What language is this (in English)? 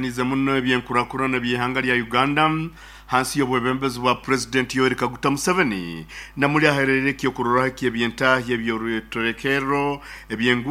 Nyankole